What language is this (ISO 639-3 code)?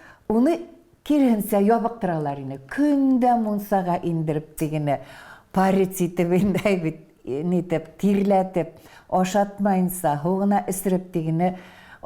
bak